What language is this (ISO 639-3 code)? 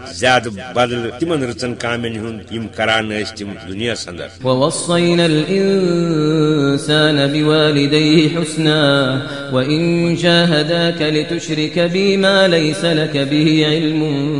kas